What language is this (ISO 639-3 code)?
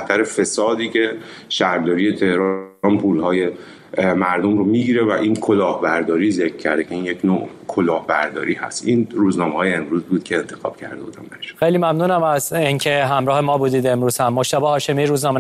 fas